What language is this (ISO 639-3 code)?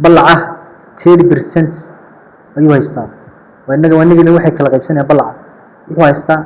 som